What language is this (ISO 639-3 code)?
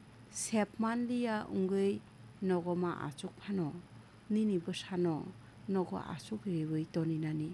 trp